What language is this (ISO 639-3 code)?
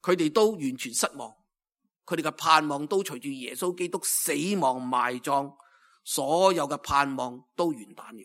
yue